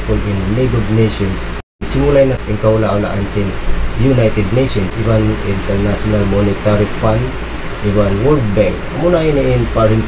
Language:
Tausug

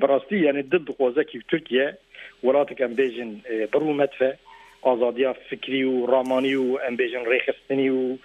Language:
Kurdish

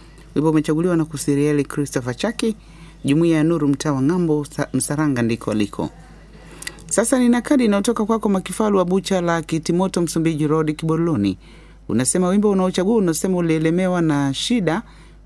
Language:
Swahili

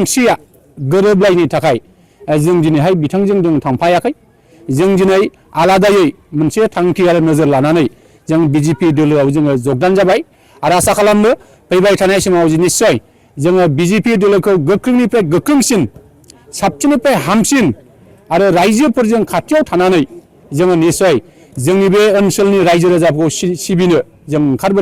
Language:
Bodo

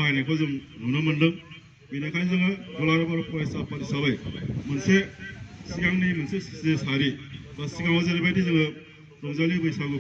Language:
Bodo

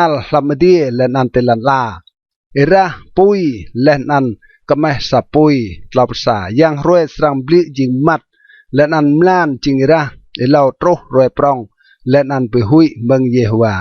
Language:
Rade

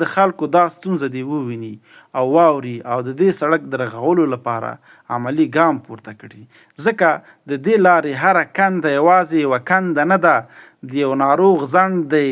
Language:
Pashto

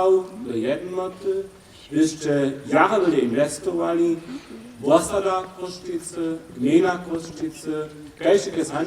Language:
Upper Sorbian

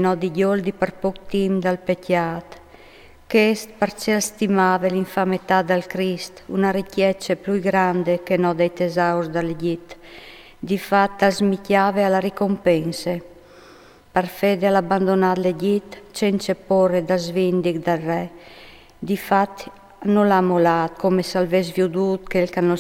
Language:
Friulian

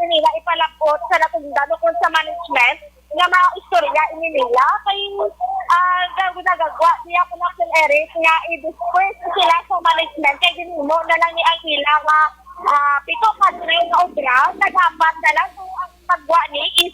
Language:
Hiligaynon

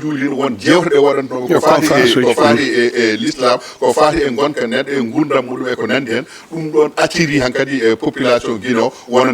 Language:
Fula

